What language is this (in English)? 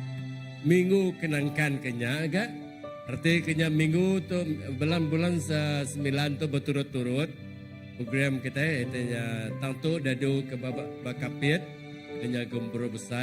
Iban